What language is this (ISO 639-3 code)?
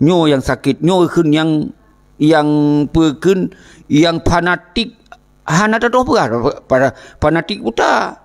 ace